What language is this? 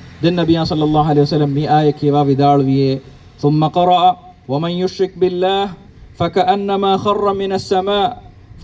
Divehi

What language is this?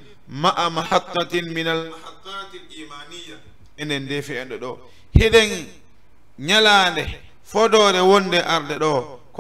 Fula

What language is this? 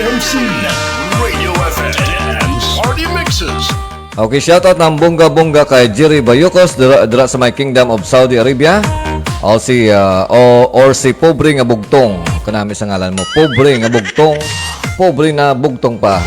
Hiligaynon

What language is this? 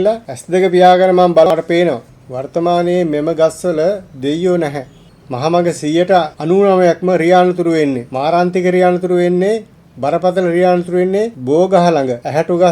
Sinhala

